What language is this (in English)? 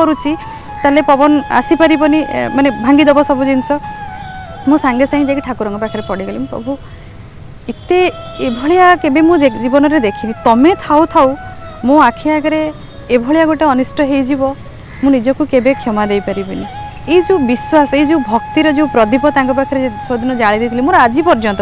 Odia